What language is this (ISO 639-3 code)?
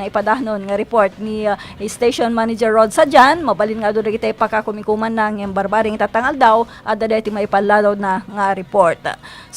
ilo